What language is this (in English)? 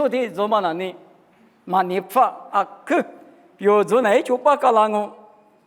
Lisu